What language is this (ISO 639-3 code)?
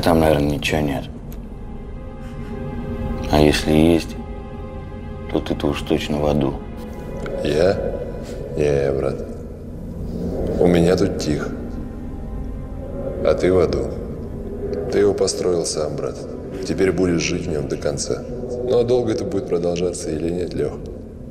rus